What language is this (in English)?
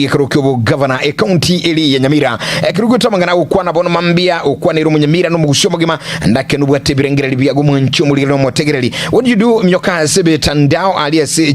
Gusii